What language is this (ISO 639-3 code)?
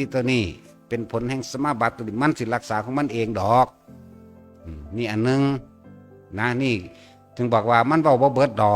tts